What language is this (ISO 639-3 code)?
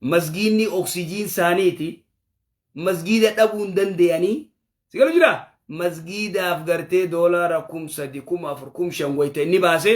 orm